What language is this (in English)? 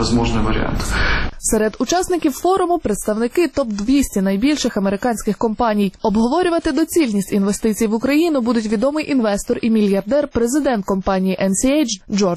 Ukrainian